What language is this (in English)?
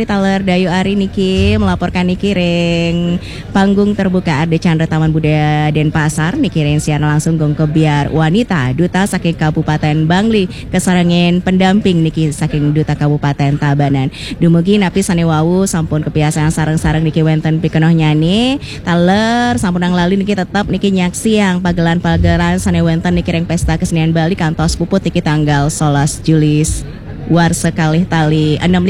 Balinese